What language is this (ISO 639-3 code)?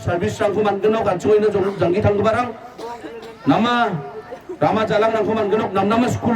grt